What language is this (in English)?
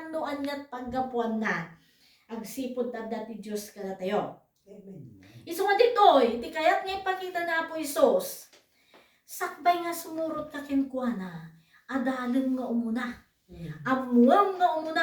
Iloko